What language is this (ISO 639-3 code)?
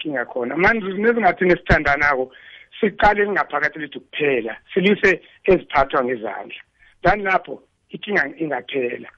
nbl